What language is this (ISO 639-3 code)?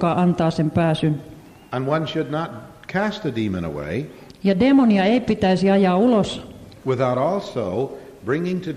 fin